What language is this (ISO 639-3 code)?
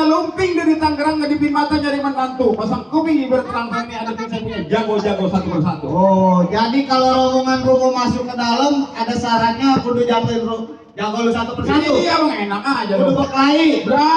bew